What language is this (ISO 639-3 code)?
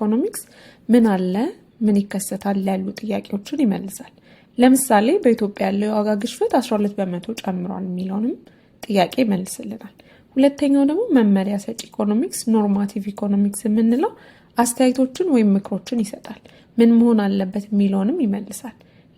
amh